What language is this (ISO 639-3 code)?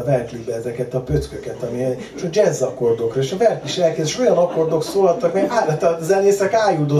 hun